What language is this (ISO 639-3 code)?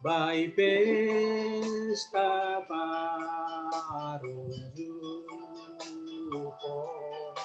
bts